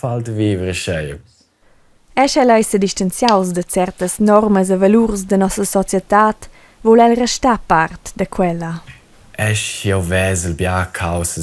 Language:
Romansh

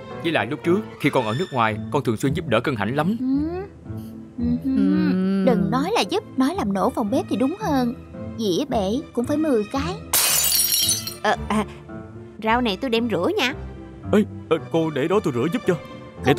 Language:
Vietnamese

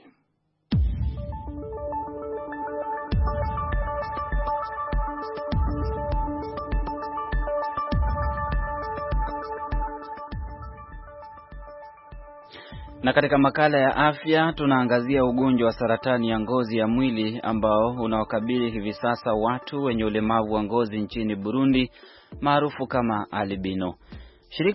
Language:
Swahili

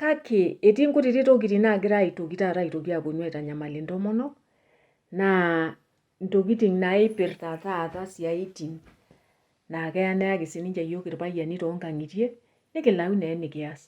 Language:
Masai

